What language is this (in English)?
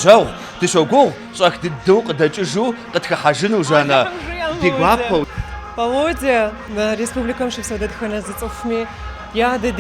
Kabardian